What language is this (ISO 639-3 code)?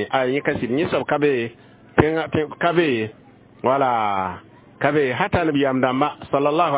mos